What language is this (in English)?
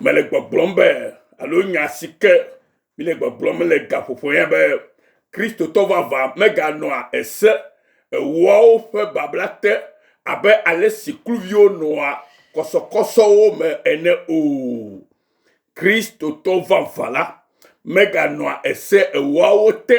Ewe